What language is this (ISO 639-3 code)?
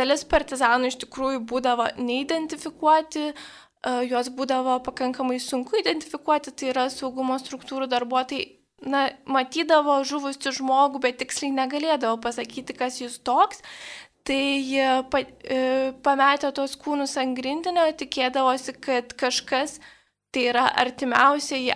lit